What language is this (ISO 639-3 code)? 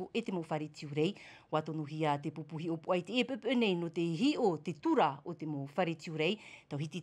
tah